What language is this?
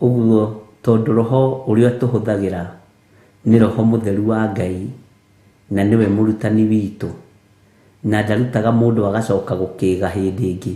Kikuyu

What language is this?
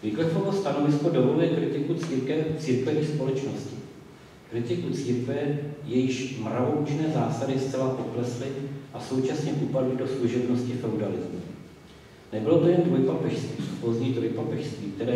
Czech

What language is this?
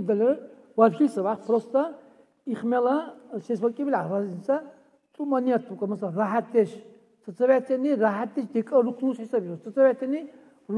Dargwa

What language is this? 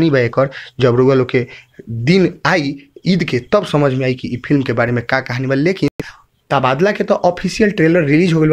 Bhojpuri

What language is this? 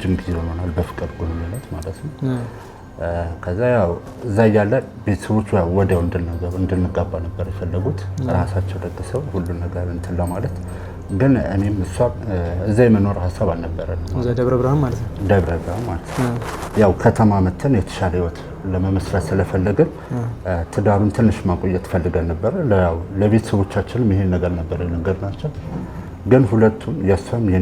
Amharic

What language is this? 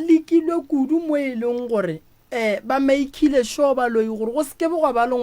Northern Sotho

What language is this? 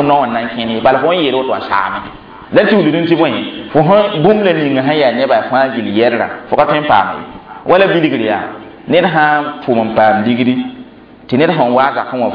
Mossi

